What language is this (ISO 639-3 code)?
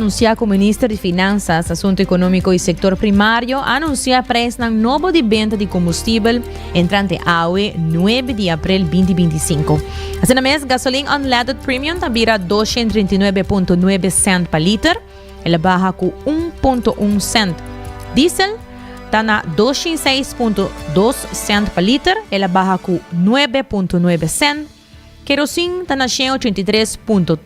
pap